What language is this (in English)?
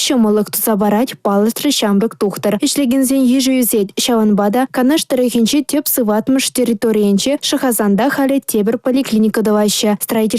Chuvash